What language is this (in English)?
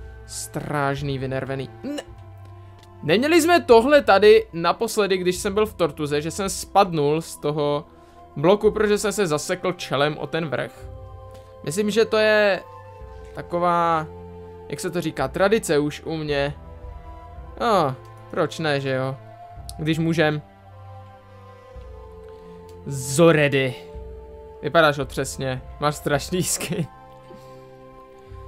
Czech